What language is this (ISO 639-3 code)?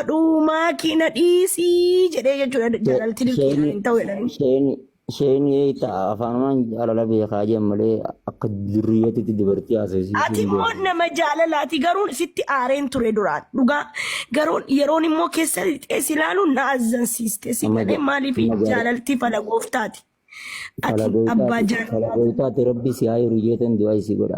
orm